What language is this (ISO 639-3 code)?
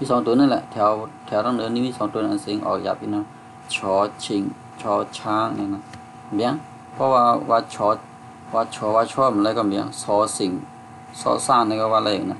shn